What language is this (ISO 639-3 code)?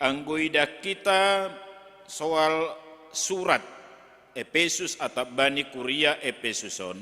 bts